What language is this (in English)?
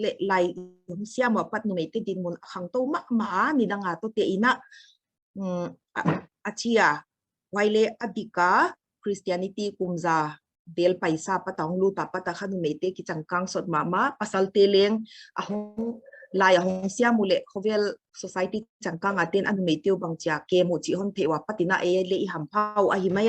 Paite Chin